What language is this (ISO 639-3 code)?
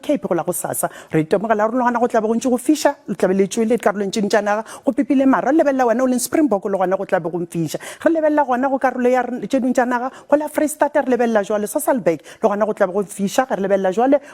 nso